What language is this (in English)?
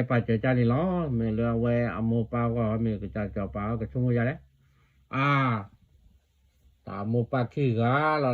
S'gaw Karen